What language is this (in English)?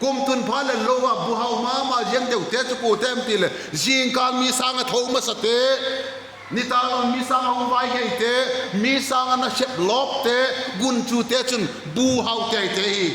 Vaiphei